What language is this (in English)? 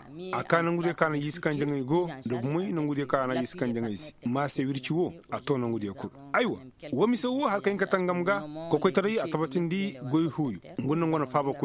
Koyraboro Senni